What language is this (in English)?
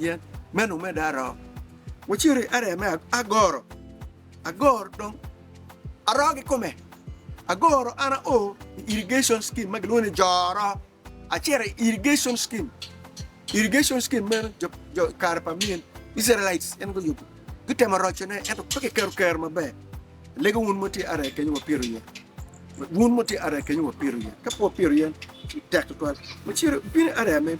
Acoli